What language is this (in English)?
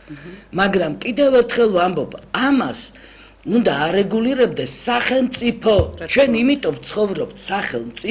Georgian